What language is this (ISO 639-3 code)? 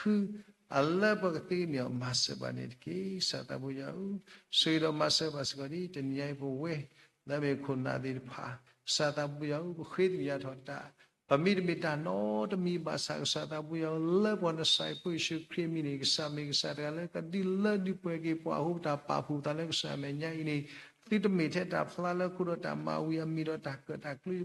ksw